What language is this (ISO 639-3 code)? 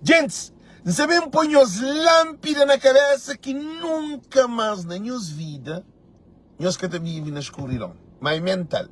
kea